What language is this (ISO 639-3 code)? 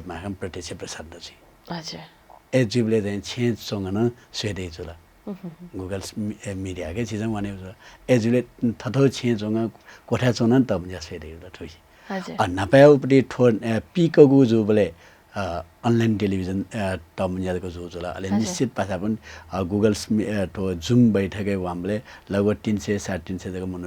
new